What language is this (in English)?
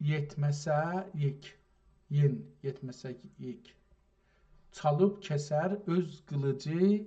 South Azerbaijani